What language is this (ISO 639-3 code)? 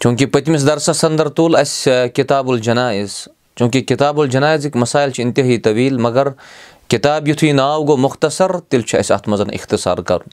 kas